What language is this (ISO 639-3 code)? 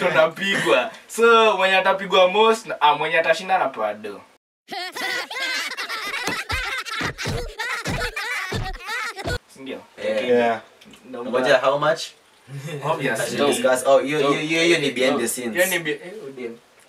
swa